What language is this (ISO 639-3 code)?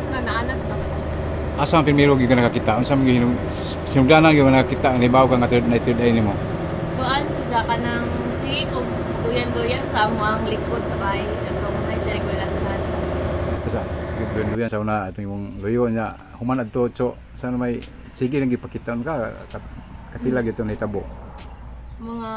ceb